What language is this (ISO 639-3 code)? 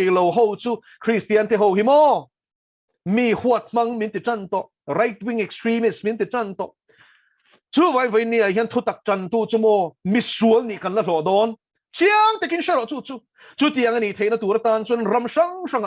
lus